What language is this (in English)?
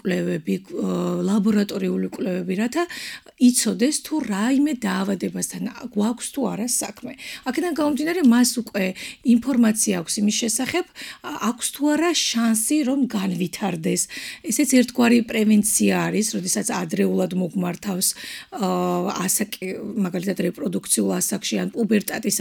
Georgian